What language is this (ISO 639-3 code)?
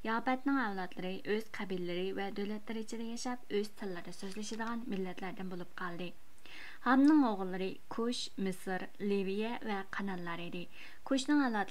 uig